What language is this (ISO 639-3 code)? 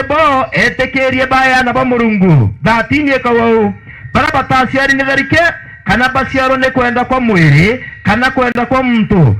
mer